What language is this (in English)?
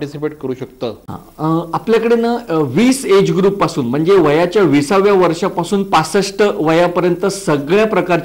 Marathi